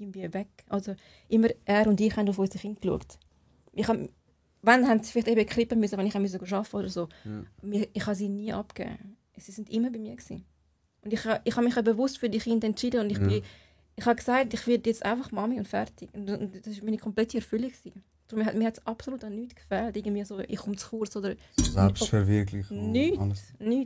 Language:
Swiss German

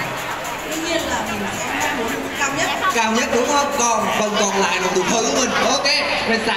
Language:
Vietnamese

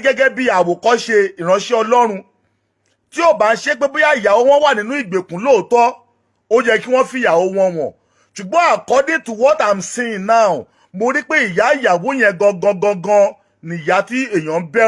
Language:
Yoruba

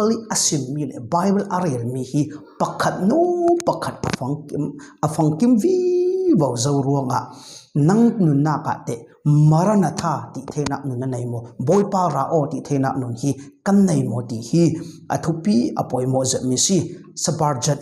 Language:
Falam Chin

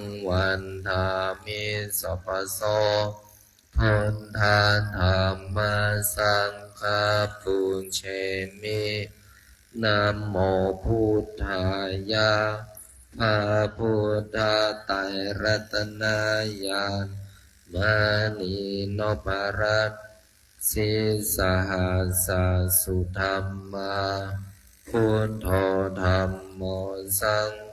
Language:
Pali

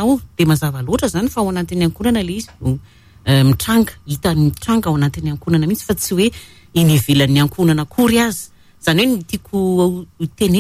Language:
Malagasy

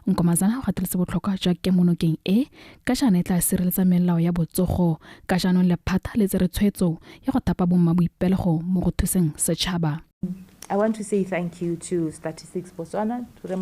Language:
Tswana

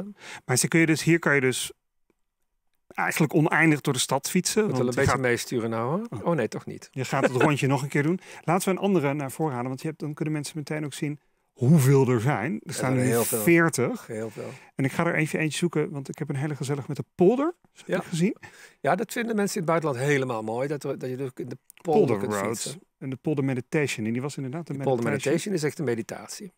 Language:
Dutch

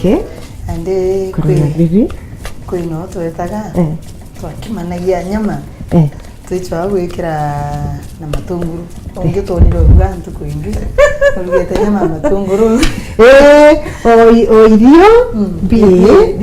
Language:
Meru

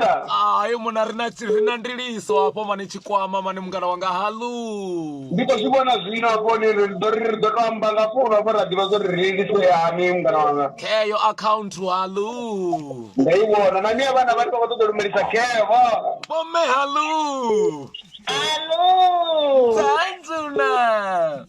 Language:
Venda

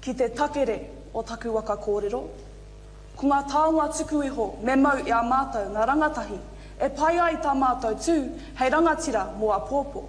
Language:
Māori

